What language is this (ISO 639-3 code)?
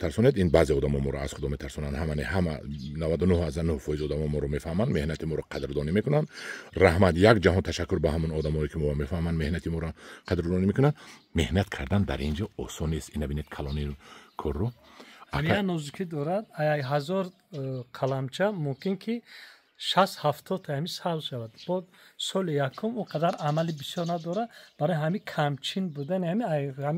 tgk